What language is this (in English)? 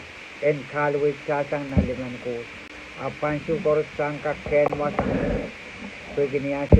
Pohnpeian